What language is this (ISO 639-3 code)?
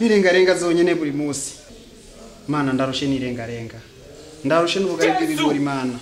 run